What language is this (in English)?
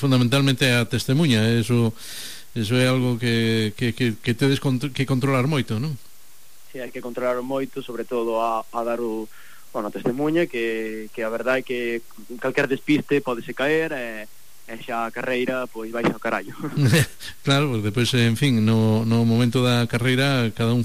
Galician